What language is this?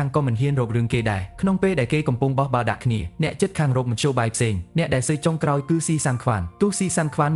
Khmer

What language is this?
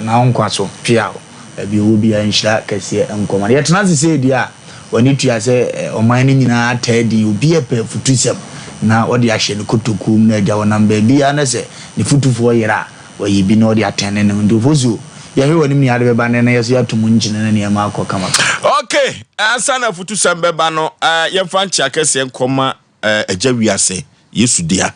Akan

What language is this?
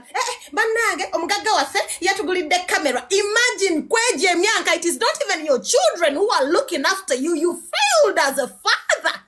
Ganda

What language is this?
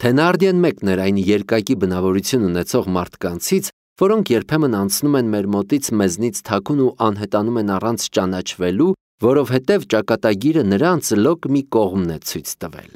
Armenian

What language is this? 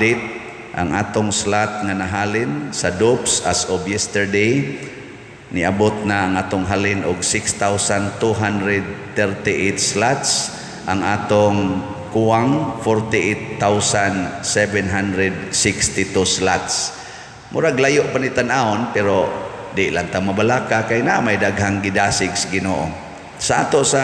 Cebuano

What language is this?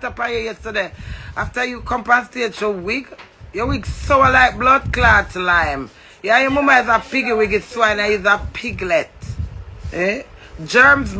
Jamaican Creole English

